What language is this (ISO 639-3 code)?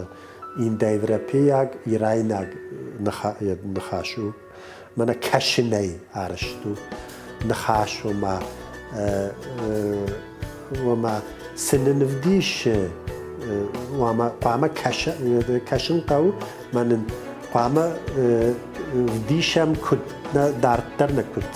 oss